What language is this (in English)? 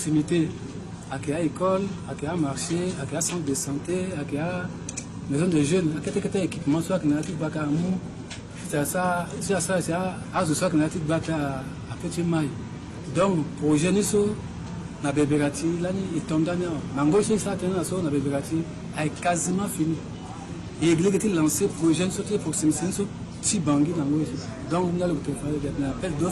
Sango